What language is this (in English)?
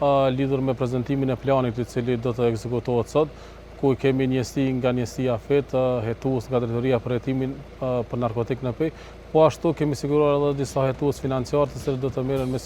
Albanian